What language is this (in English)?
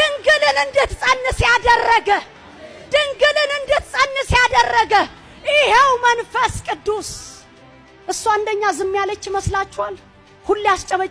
Amharic